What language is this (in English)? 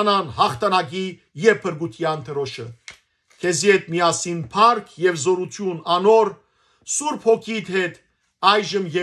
Western Armenian